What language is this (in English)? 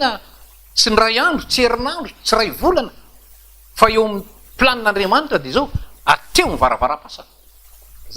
Malagasy